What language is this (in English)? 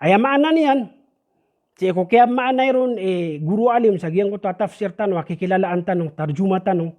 Maranao